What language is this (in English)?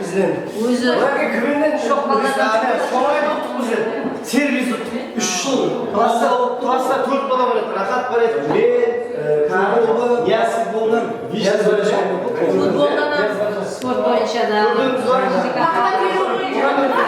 Kara-Kalpak